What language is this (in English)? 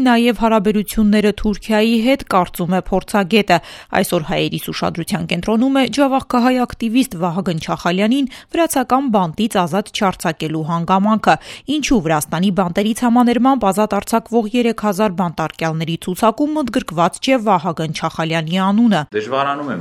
Armenian